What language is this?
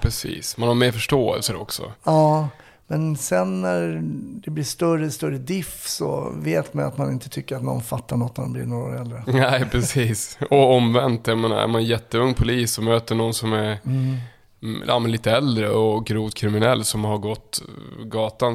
Swedish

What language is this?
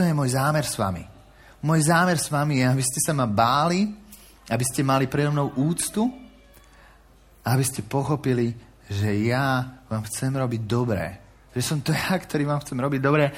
Slovak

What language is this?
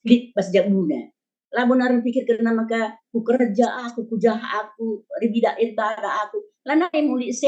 Batak Karo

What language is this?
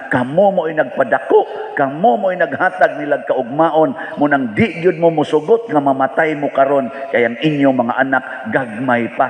Cebuano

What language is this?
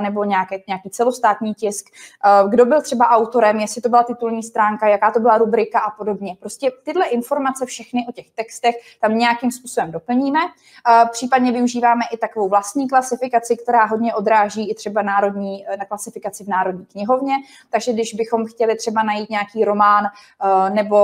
Czech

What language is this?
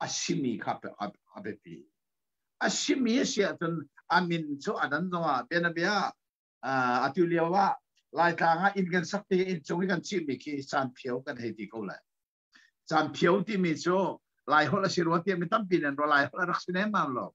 Hakha Chin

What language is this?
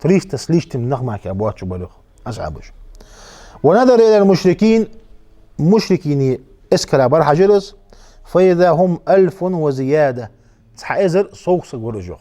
Ingush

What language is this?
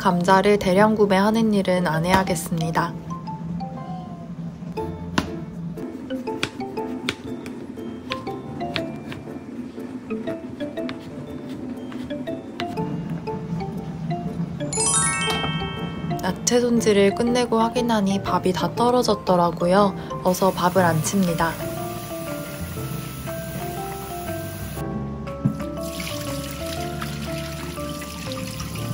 Korean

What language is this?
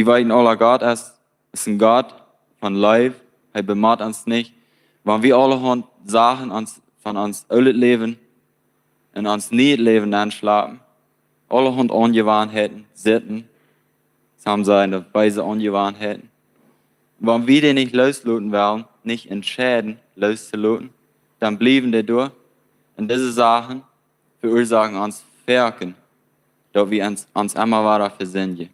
Plautdietsch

